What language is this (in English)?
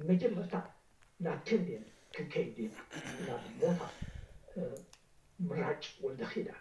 Tigrinya